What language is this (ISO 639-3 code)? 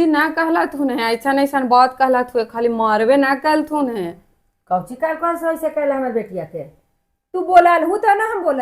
mag